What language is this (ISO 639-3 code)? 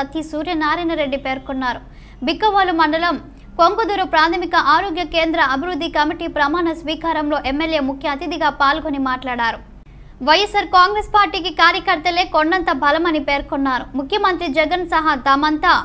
tel